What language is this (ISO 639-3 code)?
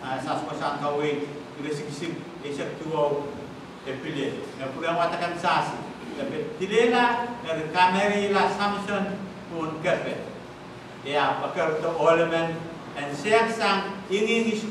pon